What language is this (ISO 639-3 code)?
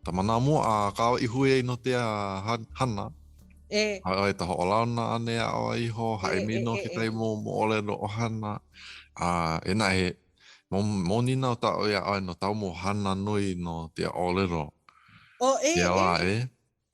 haw